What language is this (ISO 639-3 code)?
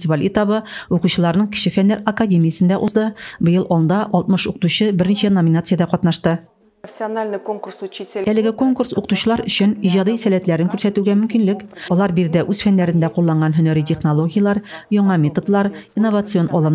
tat